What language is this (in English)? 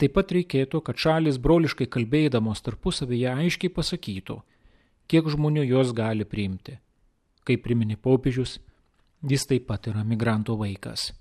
Lithuanian